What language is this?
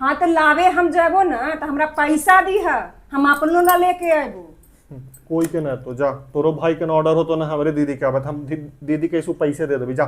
Magahi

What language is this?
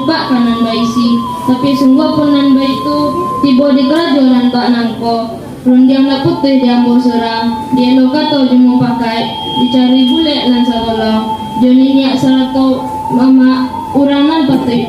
Minangkabau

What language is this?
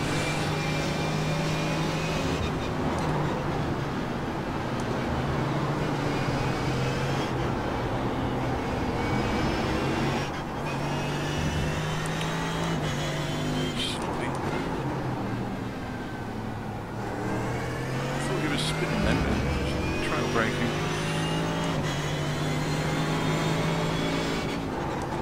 English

